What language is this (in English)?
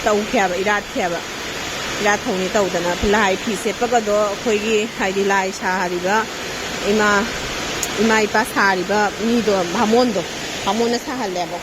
Manipuri